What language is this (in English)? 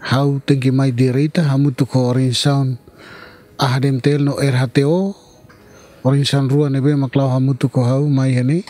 Tetum